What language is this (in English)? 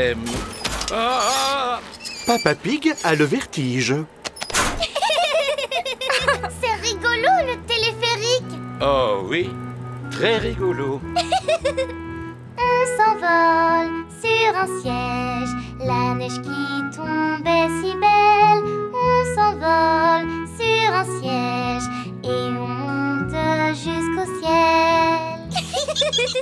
French